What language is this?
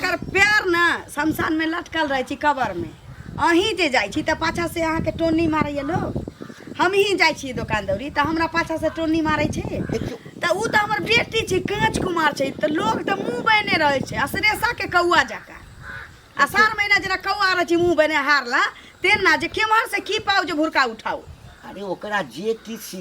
Maithili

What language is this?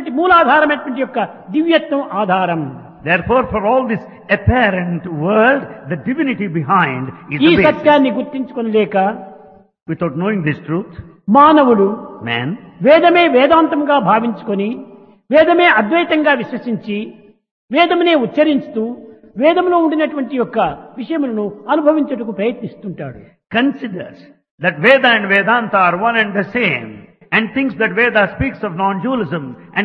Telugu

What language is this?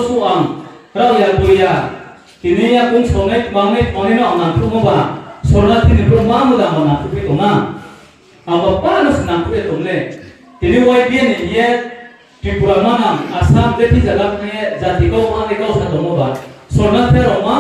Riang (India)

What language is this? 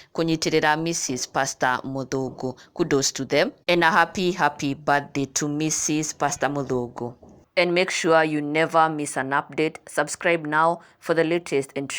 Kikuyu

